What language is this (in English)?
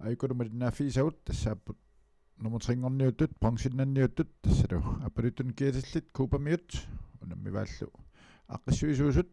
Kalaallisut